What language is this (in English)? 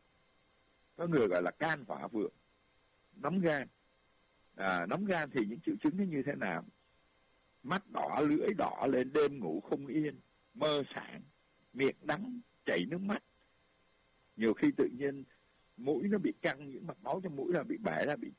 Vietnamese